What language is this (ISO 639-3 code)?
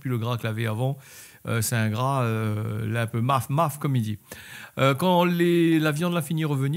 rcf